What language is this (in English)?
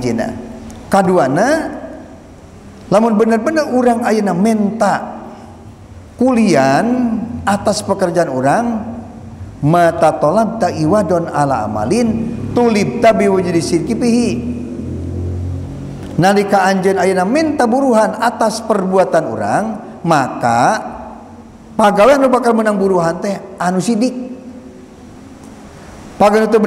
Sundanese